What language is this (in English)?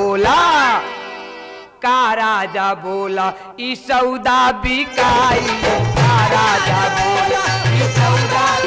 Bhojpuri